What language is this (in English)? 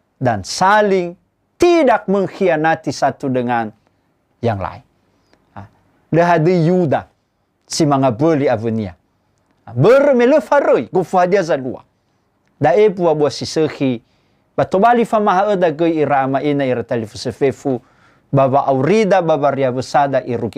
Nias